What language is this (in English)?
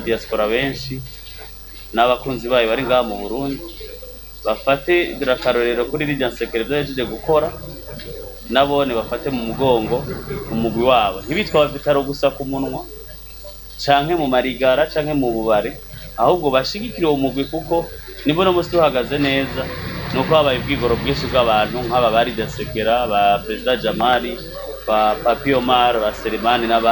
Rundi